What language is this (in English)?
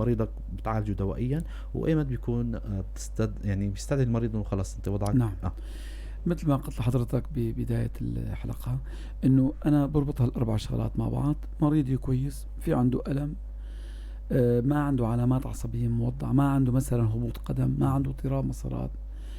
North Levantine Arabic